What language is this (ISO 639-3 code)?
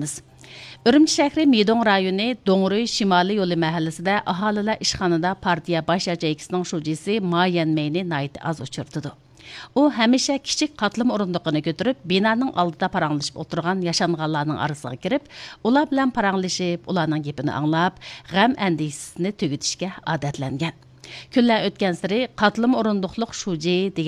uig